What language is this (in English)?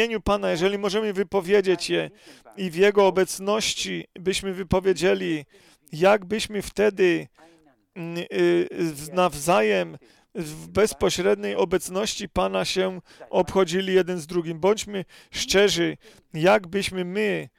Polish